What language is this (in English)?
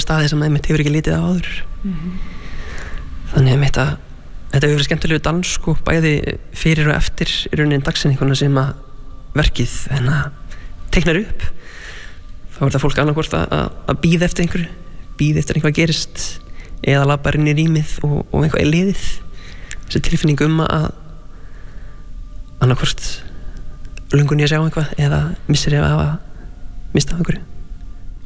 Icelandic